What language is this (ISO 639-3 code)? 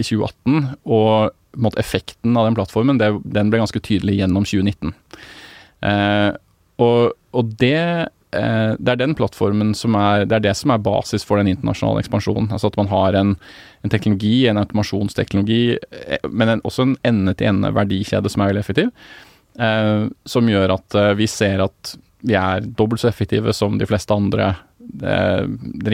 nor